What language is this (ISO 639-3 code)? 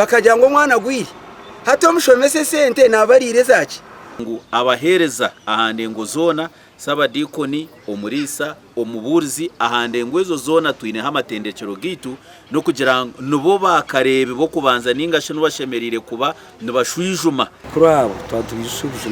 nyn